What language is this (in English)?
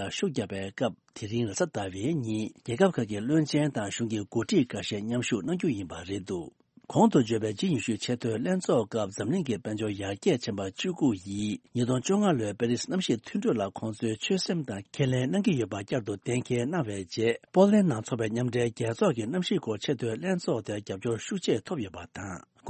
Tibetan